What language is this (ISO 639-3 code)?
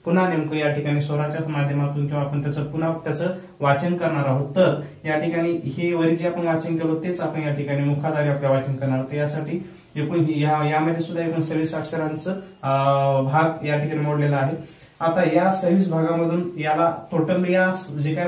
mar